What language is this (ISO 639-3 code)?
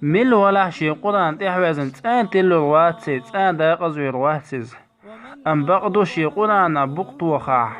che